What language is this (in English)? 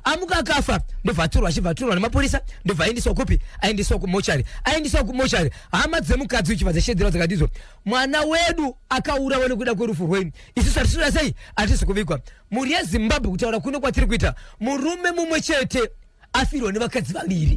Shona